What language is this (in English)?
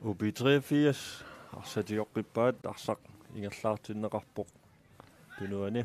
Kalaallisut